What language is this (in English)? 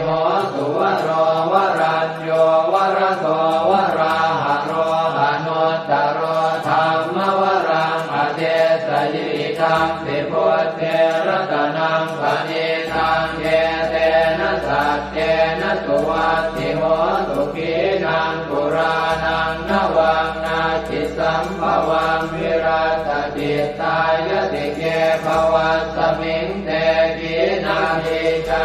Pali